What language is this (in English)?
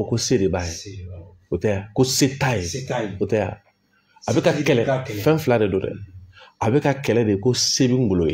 Bambara